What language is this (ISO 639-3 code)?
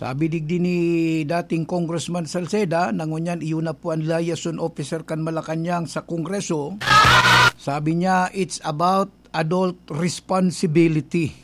bik